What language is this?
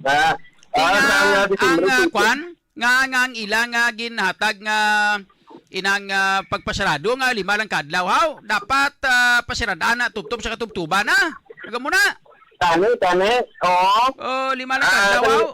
Hiligaynon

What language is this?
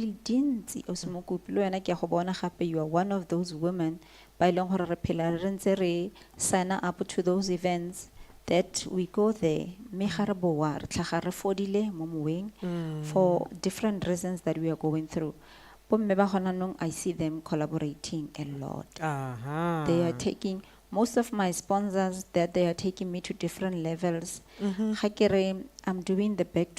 Tswana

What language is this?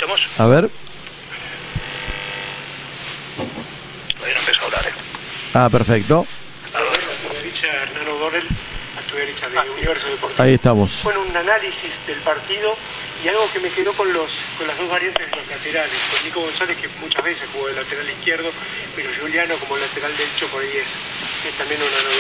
Spanish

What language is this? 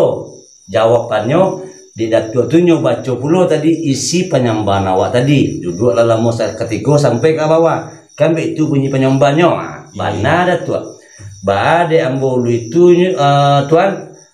Minangkabau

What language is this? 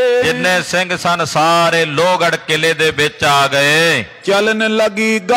Punjabi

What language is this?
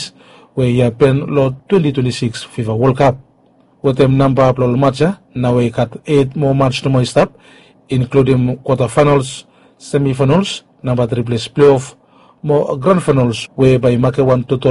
Bislama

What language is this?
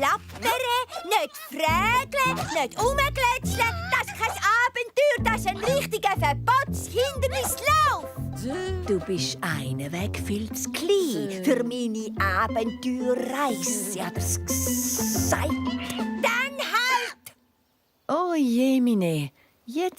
Swiss German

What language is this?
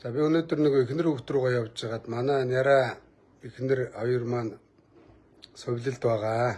Mongolian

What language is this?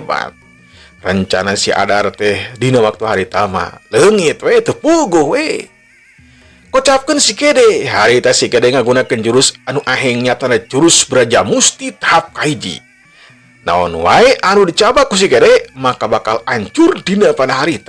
Sundanese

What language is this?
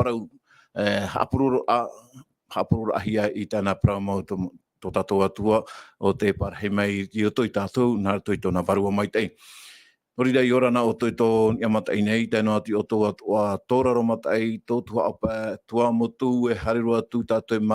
Tahitian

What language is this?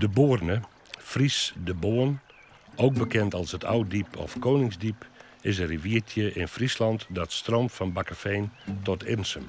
Western Frisian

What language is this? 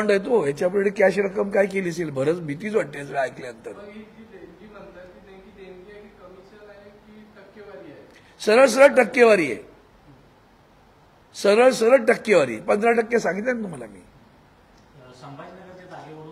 Marathi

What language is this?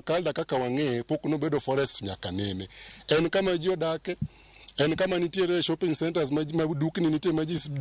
Luo (Kenya and Tanzania)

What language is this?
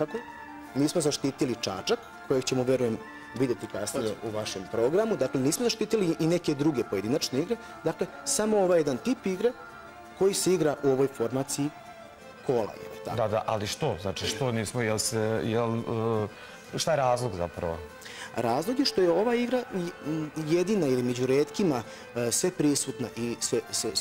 Serbian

